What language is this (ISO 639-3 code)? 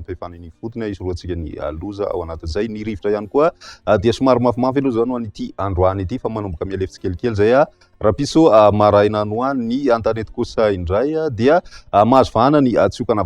mlg